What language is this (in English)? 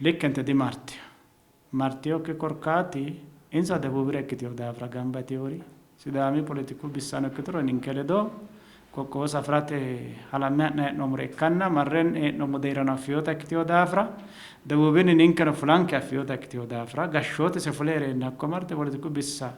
Sidamo